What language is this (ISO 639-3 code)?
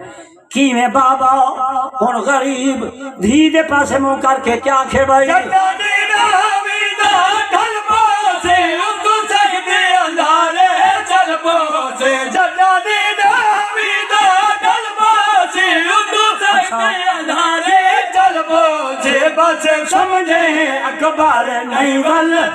skr